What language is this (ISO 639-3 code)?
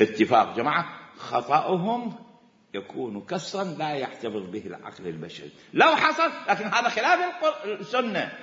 acm